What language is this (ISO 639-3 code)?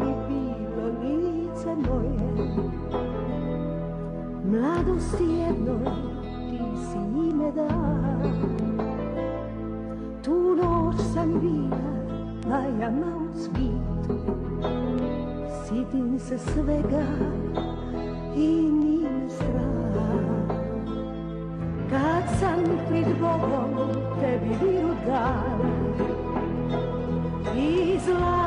bos